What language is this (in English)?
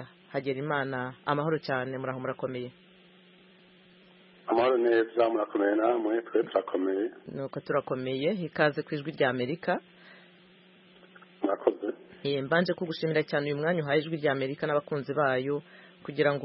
Kinyarwanda